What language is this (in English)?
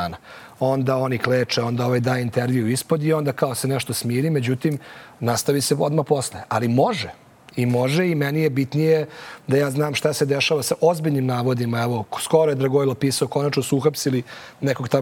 Serbian